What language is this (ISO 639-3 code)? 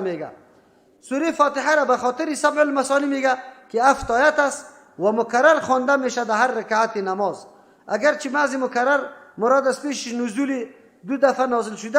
fas